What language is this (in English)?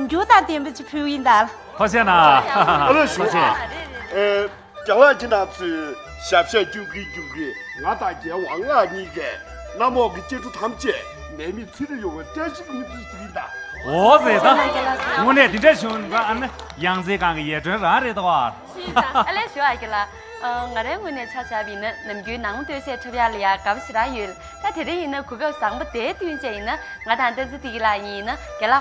Tibetan